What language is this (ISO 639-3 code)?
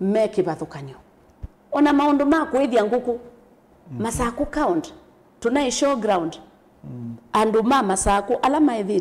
kam